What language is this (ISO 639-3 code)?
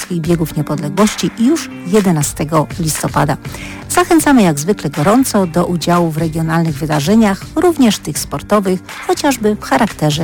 pol